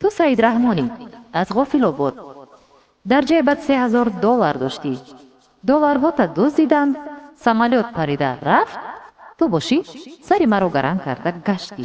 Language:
Tajik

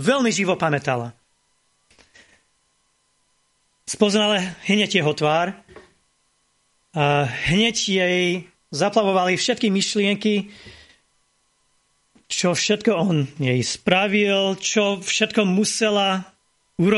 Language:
Slovak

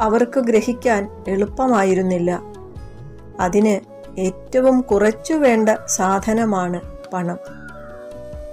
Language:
Malayalam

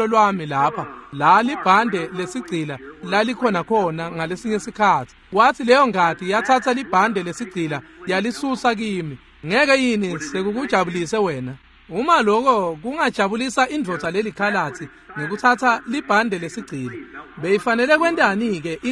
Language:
Swati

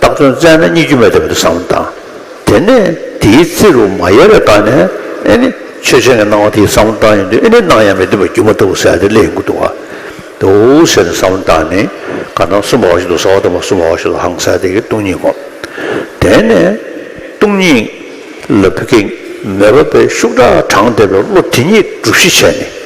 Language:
Tibetan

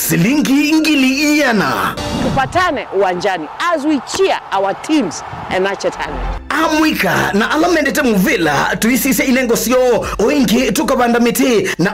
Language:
Kamba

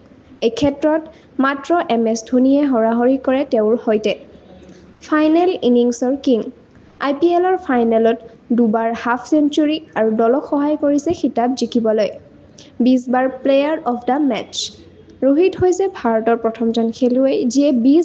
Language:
Assamese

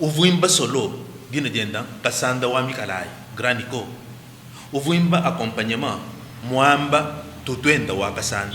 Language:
Luba-Lulua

